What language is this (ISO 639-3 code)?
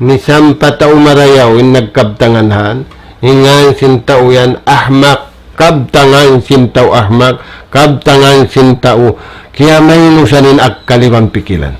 tsg